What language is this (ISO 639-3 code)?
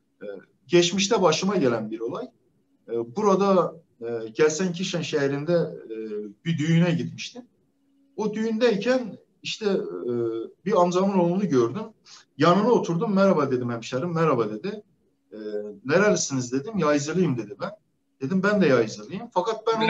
tur